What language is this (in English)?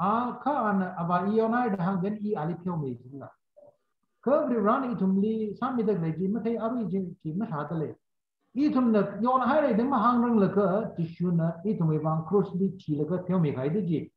Tangkhul Naga (India)